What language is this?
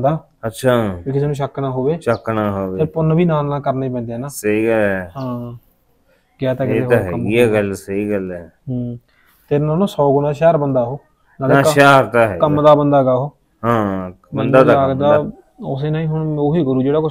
Punjabi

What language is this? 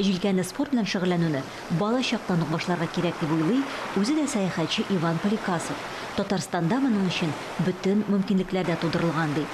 Tatar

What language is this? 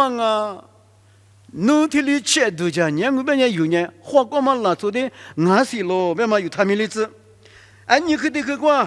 Lisu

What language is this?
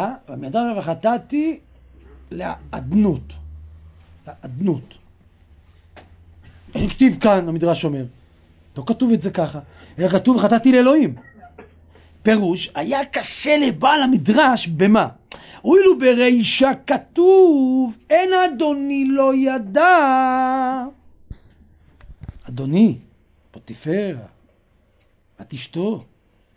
Hebrew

